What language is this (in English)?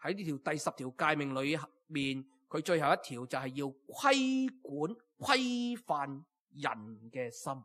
Cantonese